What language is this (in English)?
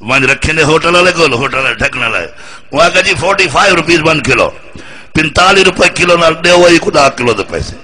Saraiki